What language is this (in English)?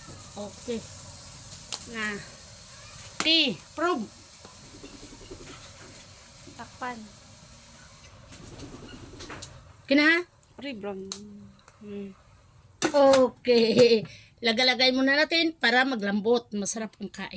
Filipino